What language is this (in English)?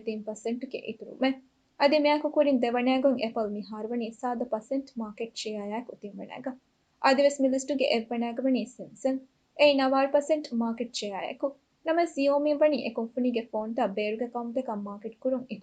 Divehi